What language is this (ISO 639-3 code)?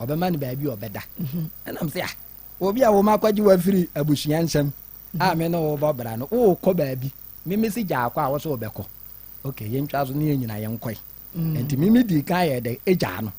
aka